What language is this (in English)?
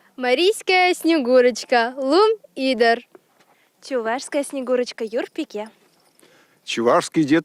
Chuvash